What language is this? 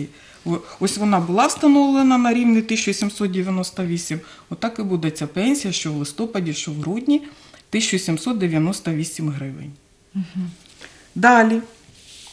Ukrainian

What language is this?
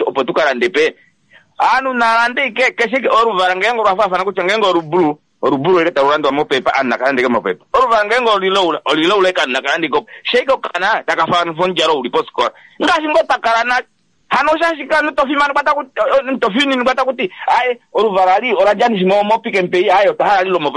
Kuanyama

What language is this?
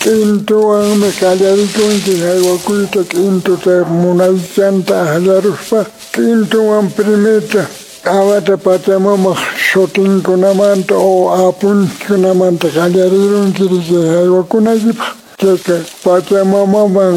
Quechua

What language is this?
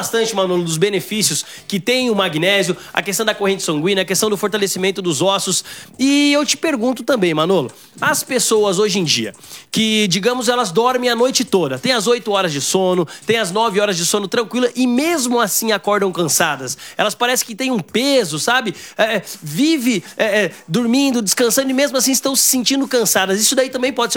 Portuguese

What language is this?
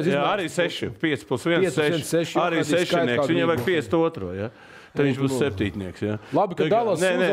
Latvian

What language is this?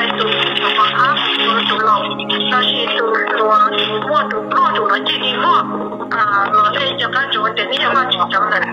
Hmong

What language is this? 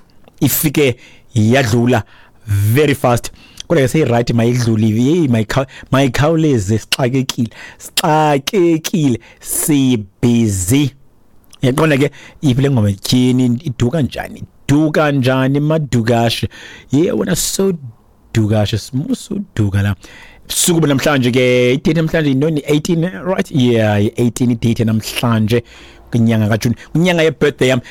Xhosa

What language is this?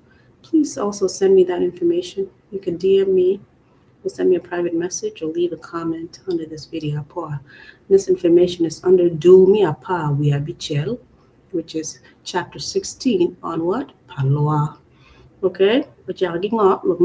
Acoli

